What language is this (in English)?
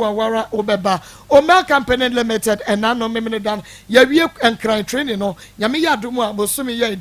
Akan